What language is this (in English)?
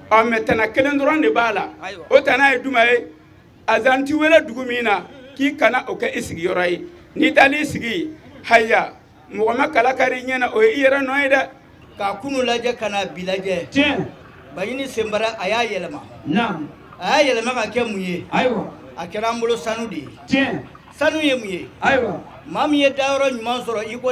Bambara